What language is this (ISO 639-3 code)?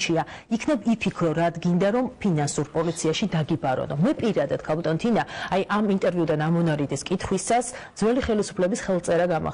kat